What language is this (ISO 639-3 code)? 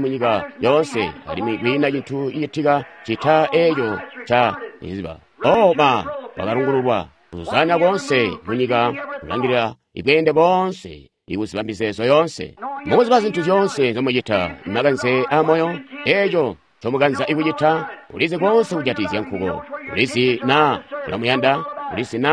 toi